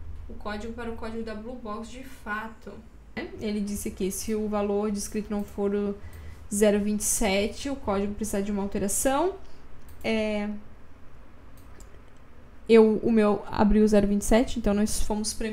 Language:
Portuguese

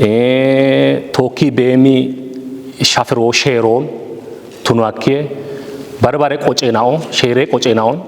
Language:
Kafa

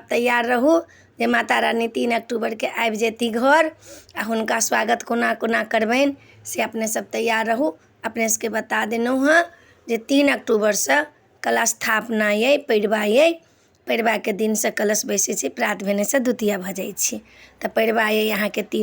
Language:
Maithili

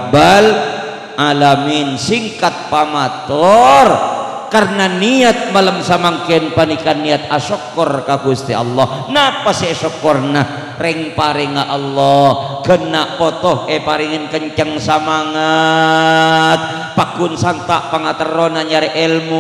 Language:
Madurese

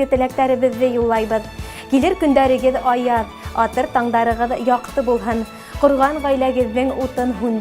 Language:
Bashkir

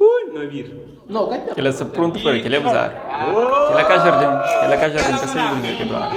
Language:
Kabuverdianu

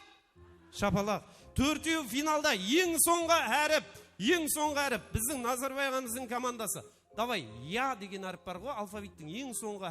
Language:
Kara-Kalpak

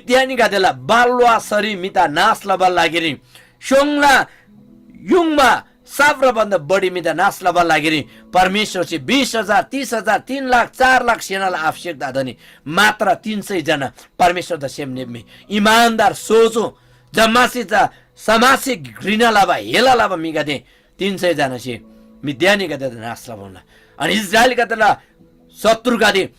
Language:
Eastern Tamang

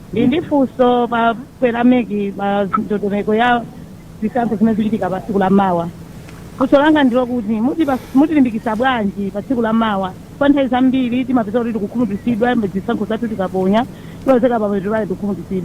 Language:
Nyanja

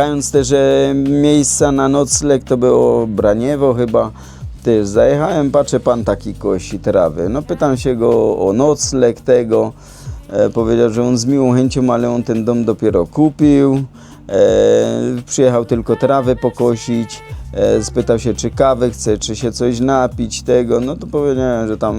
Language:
Silesian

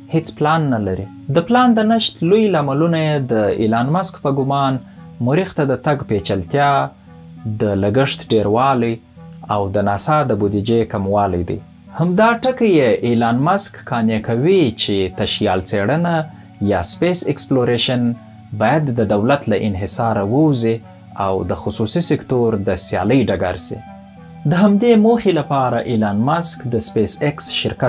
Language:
Pashto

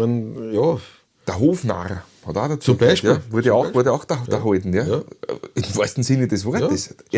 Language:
Bavarian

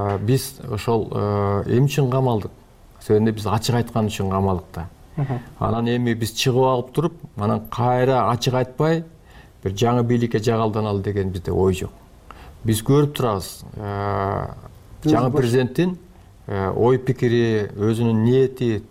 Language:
Kyrgyz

